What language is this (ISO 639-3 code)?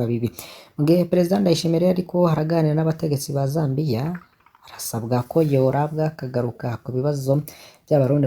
run